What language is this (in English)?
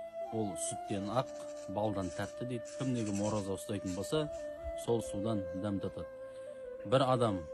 Kazakh